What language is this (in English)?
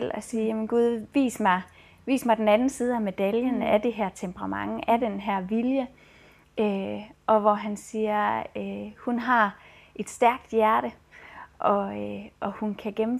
Danish